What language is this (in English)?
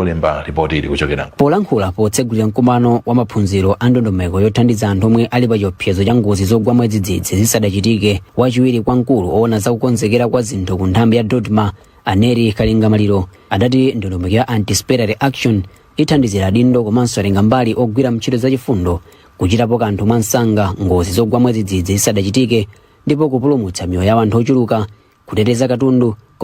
Nyanja